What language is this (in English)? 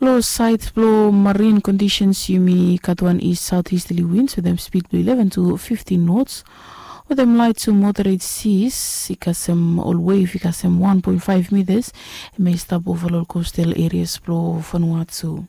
Bislama